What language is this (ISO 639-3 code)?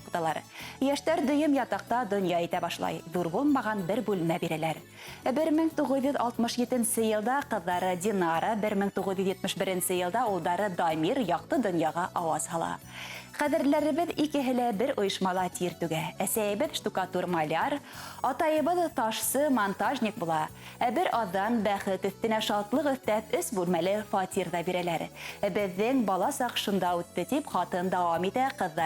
bak